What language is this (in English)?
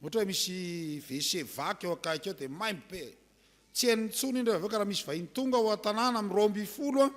Malagasy